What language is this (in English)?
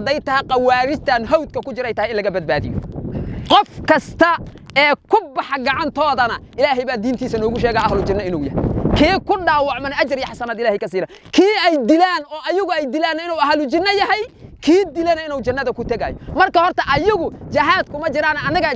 Somali